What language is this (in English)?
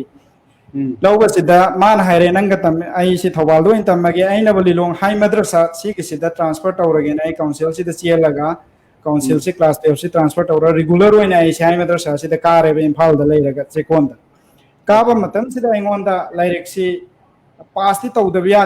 Manipuri